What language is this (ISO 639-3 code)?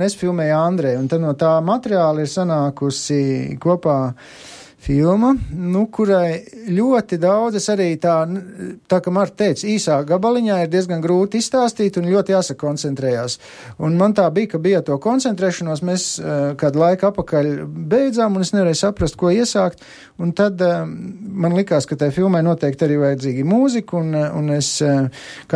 lav